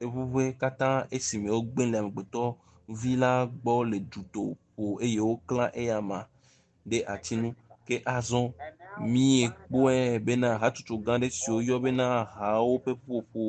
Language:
Ewe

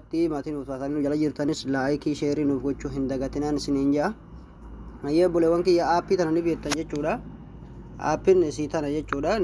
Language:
Oromo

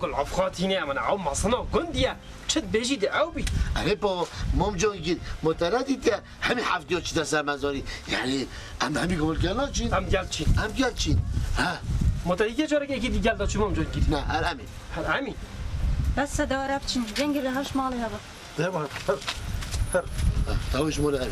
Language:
Kurdish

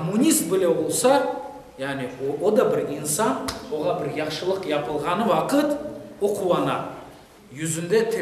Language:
Crimean Tatar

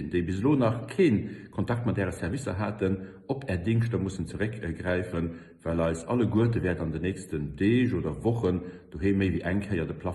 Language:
Luxembourgish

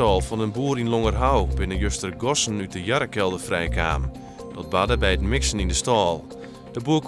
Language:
Western Frisian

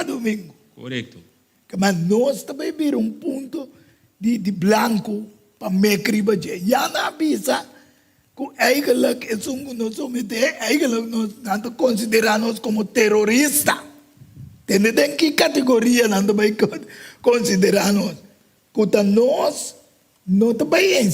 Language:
Papiamento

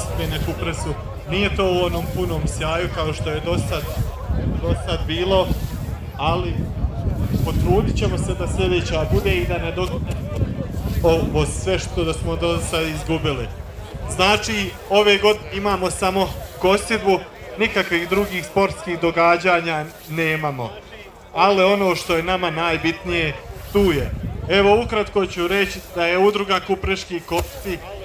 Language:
Croatian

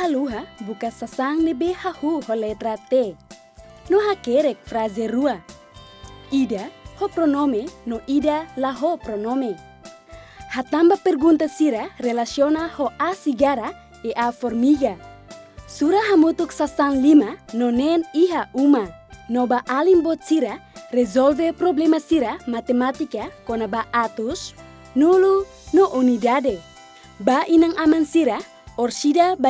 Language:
Tetum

